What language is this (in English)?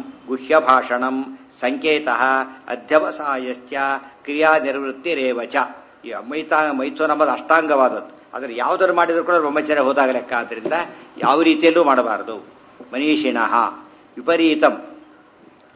Kannada